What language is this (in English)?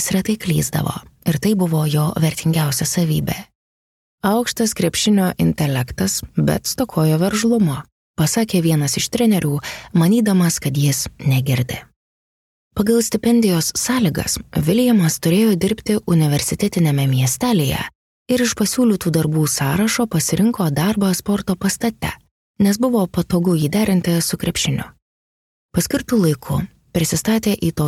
Lithuanian